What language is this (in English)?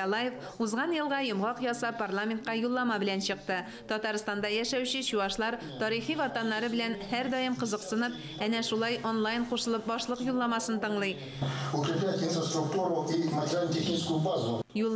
Tatar